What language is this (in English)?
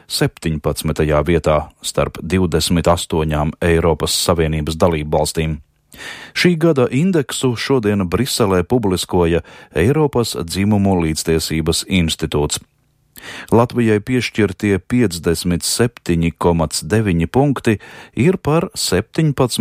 Latvian